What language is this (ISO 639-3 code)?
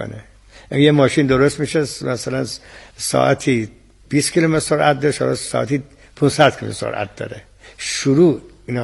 fas